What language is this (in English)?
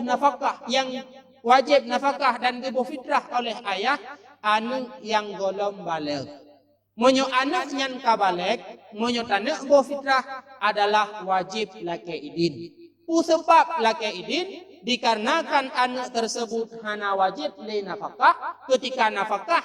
Achinese